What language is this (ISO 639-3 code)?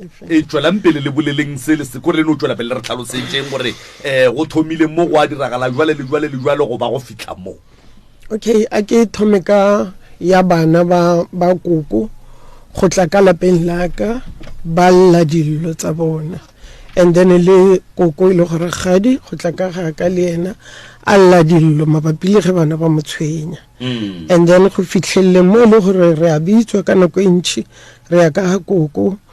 nso